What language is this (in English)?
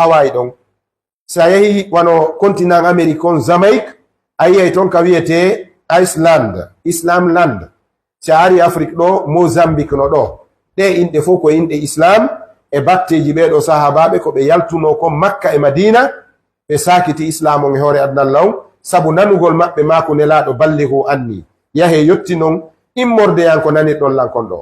Fula